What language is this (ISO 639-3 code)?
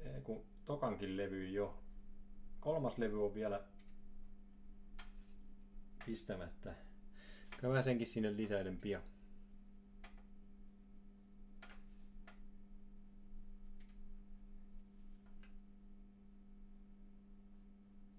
fin